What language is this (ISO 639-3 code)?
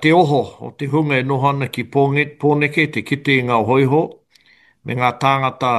mri